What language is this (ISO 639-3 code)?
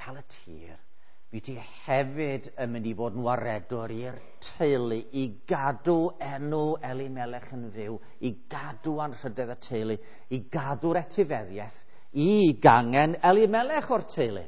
cym